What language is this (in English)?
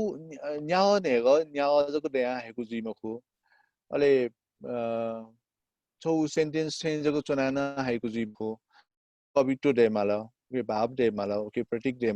Newari